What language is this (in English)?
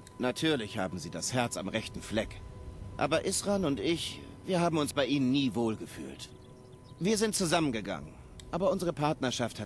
Bavarian